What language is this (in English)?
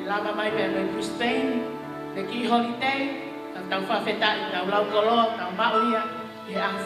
Tongan